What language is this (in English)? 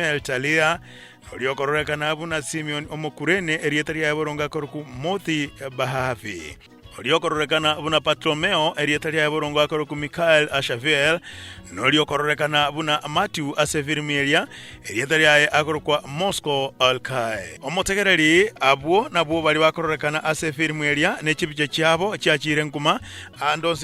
Gusii